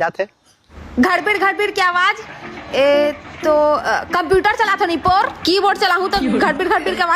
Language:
Chhattisgarhi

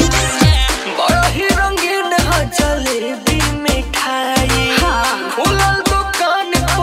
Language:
Bhojpuri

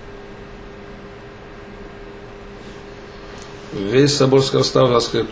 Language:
Romanian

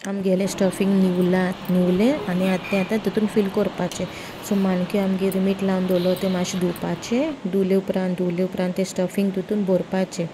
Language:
Konkani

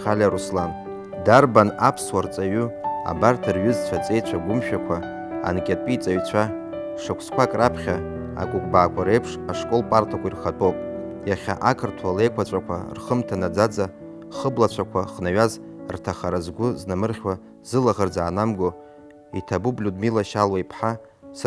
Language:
Abkhazian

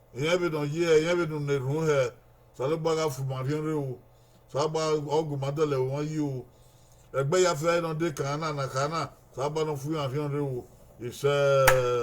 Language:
Bini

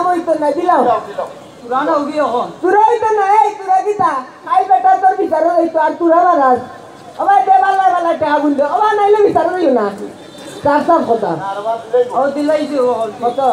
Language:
Sylheti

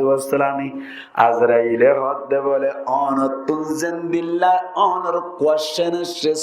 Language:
Rohingya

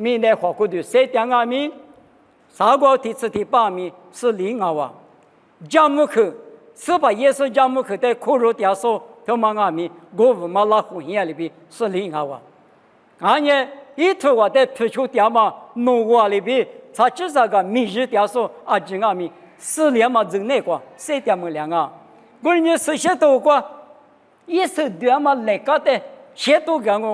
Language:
Lisu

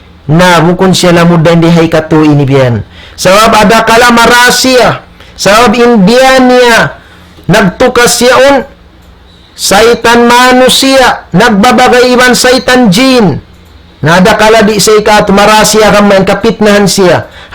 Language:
Tausug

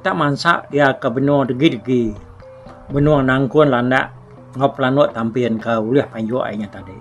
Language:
Iban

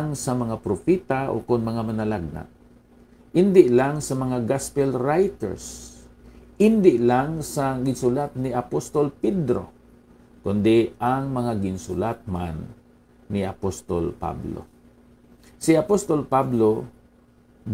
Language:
Hiligaynon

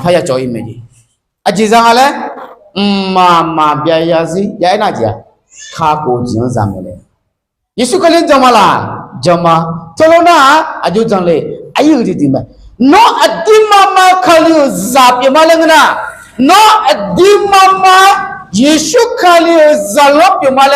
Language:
Akha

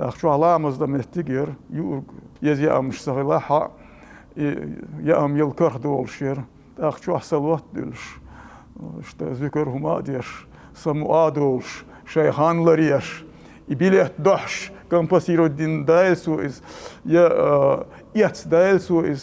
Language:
Chechen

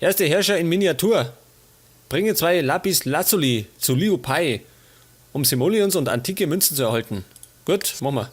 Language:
Bavarian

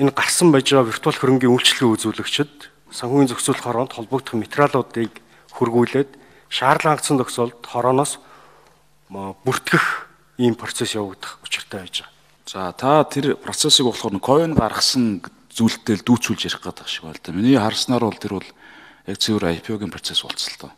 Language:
Mongolian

